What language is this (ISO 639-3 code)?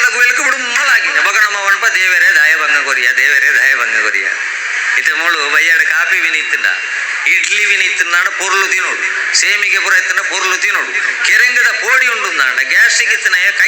tcy